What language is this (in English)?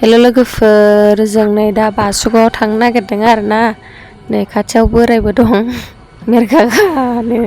Bodo